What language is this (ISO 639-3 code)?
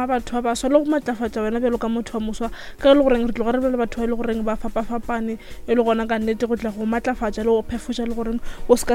nso